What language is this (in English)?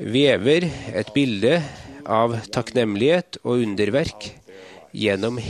Norwegian